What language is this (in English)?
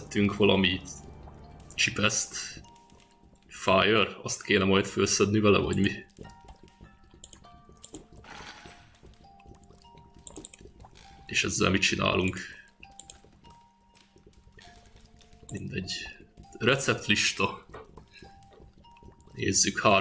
Hungarian